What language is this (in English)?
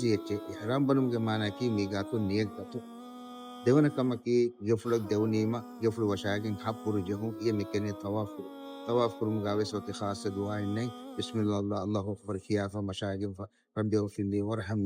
Divehi